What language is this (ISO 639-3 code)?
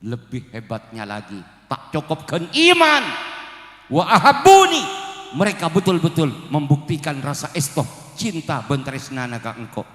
mad